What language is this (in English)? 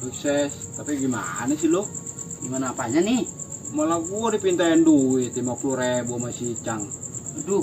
Betawi